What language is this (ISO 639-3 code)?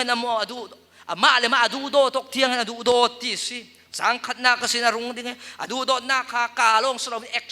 cfm